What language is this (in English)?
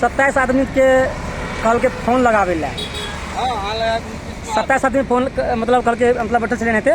Maithili